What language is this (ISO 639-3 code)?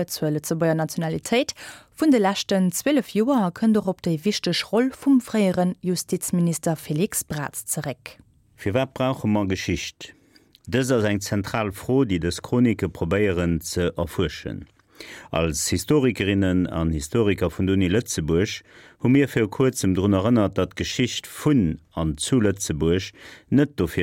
ltz